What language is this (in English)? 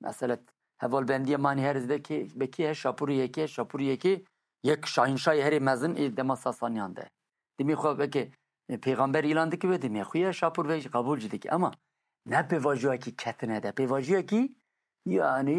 Kurdish